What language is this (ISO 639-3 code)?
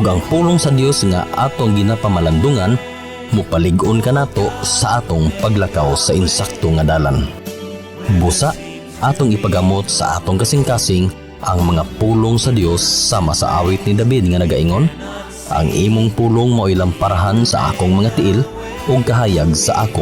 ceb